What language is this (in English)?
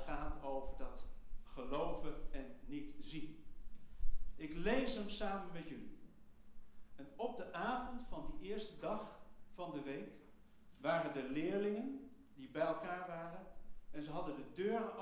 Dutch